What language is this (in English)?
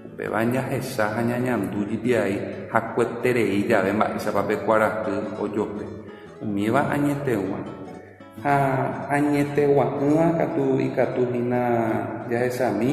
Guarani